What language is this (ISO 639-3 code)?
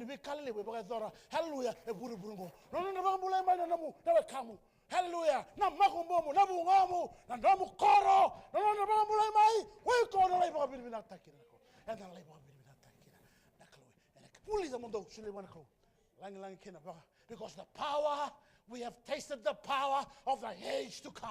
fij